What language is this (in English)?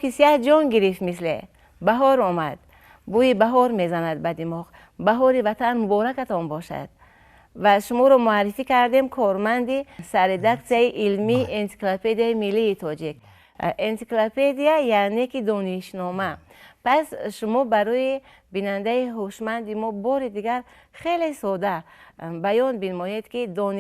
Tajik